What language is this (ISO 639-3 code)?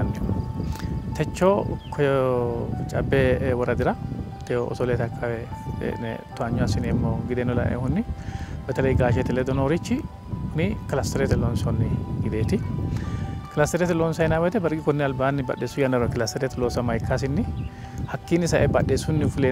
sid